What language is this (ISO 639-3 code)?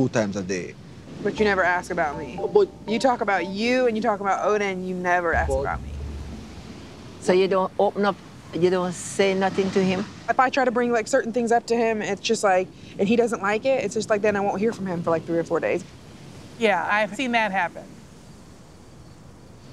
eng